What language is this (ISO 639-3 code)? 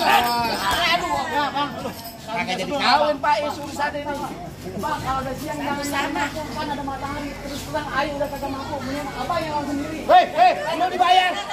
bew